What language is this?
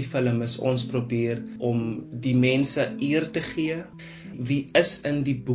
Afrikaans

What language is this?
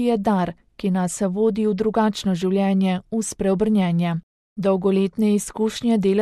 Slovenian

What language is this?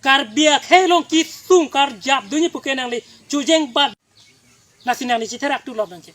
Karbi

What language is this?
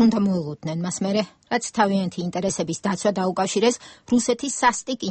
Georgian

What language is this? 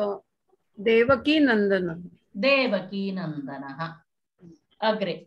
Sanskrit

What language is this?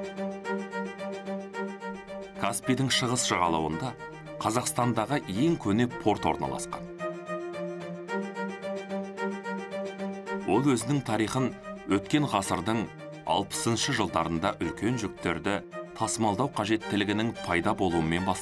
Kazakh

